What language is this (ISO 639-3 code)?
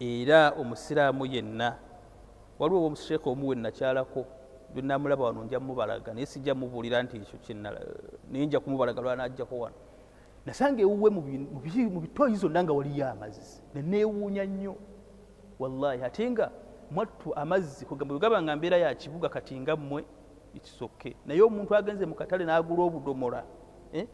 lug